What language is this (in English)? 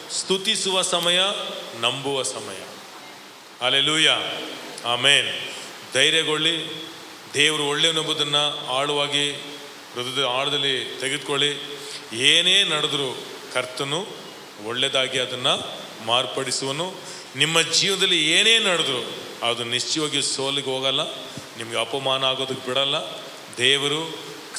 Kannada